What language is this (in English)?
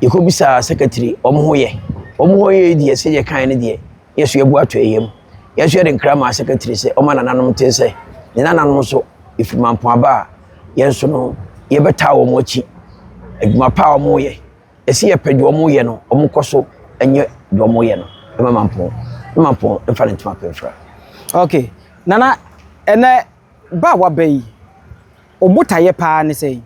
Akan